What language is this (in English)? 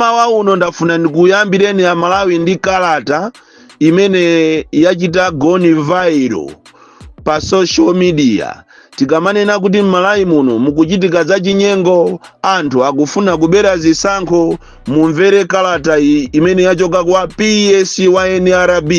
Nyanja